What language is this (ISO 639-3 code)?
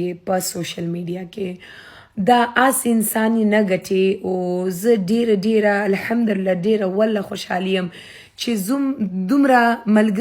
pus